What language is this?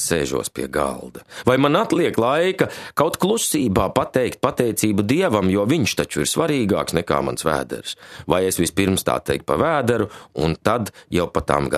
Latvian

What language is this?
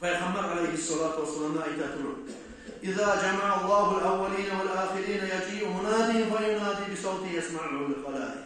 Kumyk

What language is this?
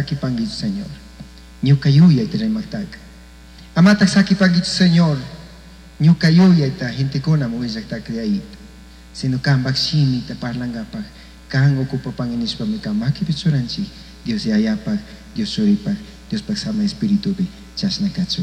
Chimborazo Highland Quichua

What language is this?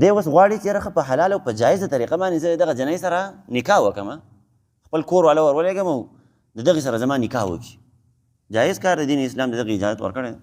Pashto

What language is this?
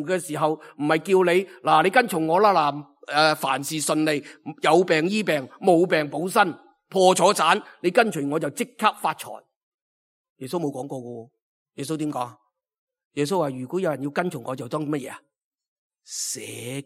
Cantonese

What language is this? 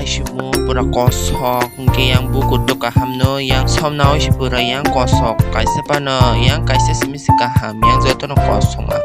Kok Borok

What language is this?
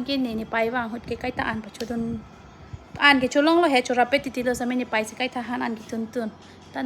Karbi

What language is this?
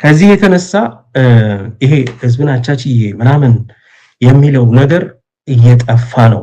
Amharic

